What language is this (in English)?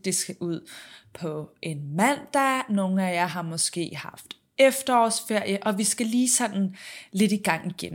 Danish